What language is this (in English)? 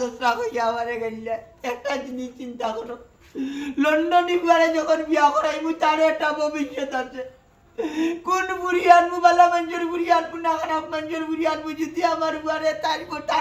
Sylheti